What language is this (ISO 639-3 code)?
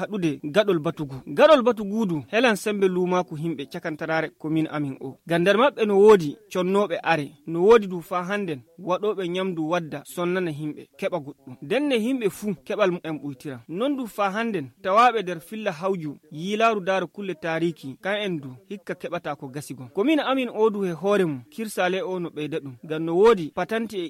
fuv